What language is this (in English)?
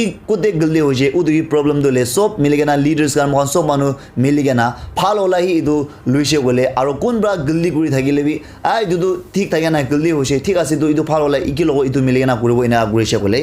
Naga Pidgin